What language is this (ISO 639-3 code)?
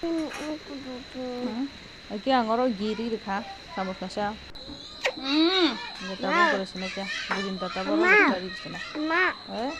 trp